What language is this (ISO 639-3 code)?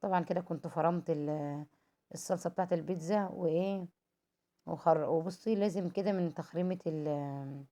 arz